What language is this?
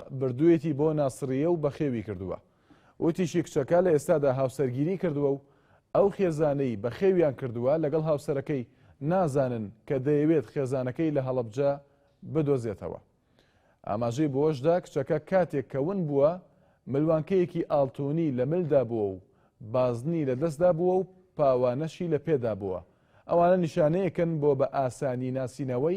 Central Kurdish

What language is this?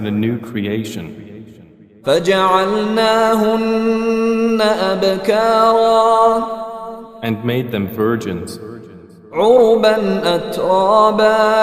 Divehi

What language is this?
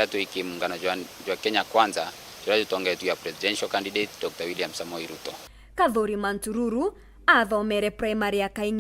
Meru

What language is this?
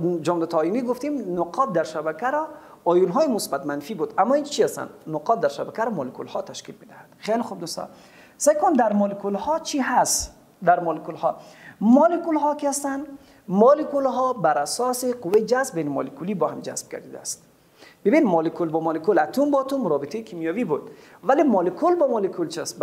Persian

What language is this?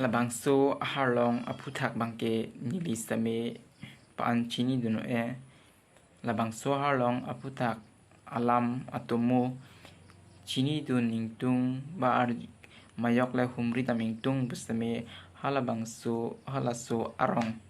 Karbi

